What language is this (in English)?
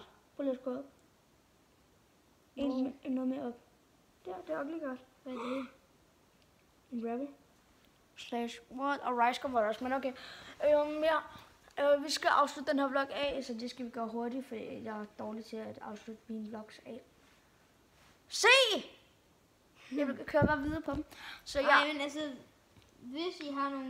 Danish